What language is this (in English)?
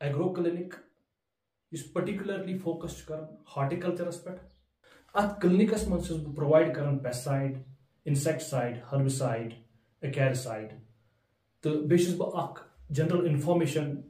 Kashmiri